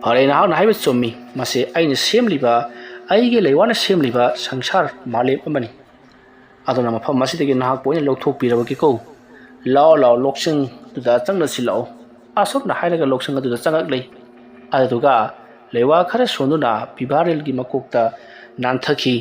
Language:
Manipuri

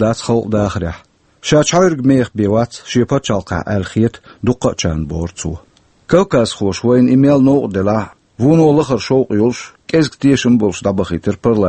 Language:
Chechen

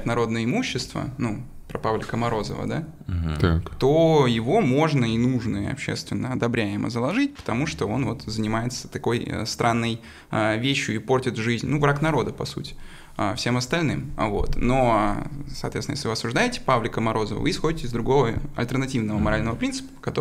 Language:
Russian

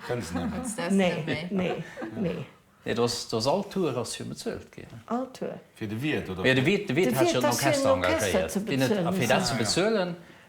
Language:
Luxembourgish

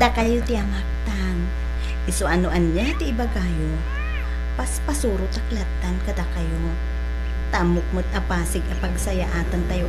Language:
Iloko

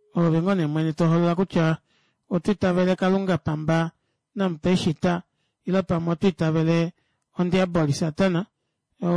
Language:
Kuanyama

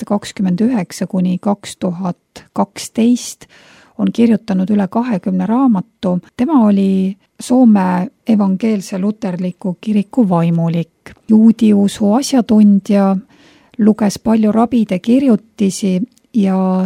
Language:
Estonian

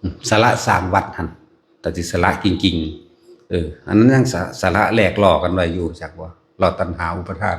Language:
Northeastern Thai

